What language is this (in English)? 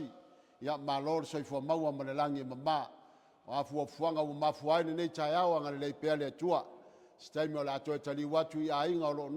Samoan